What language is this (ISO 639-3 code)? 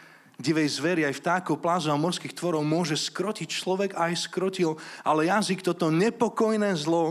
slk